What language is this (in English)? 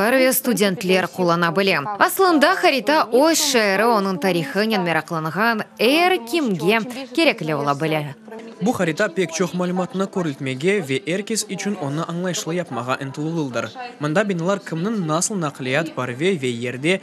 Crimean Tatar